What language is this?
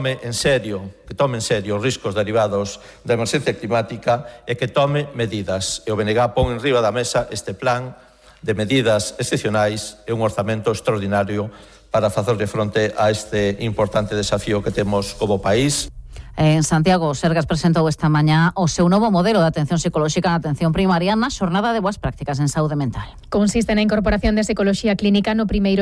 Galician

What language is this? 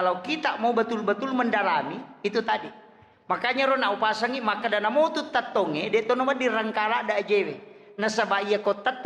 Buginese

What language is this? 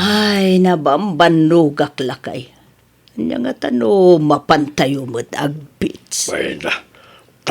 Iloko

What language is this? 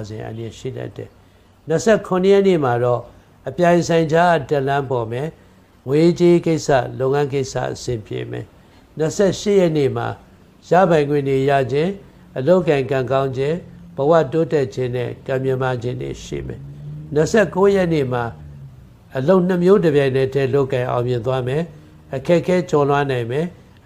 Burmese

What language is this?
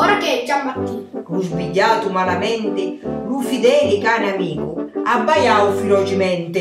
Sicilian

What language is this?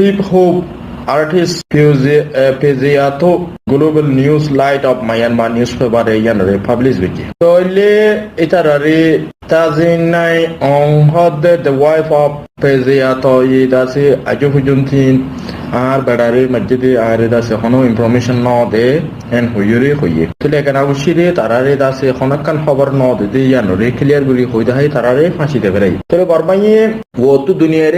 Rohingya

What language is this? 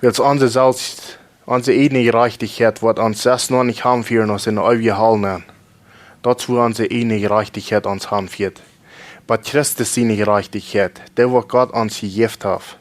Plautdietsch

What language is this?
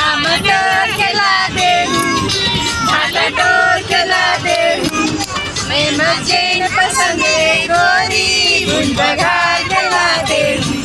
Chhattisgarhi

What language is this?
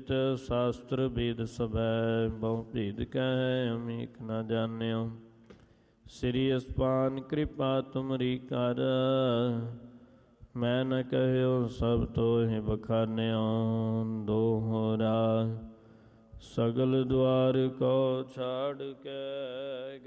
Punjabi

